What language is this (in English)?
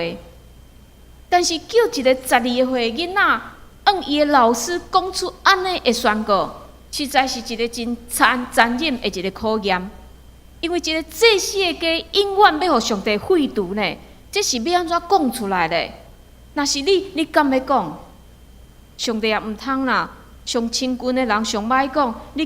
Min Nan Chinese